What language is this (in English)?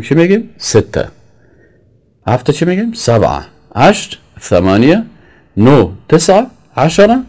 Persian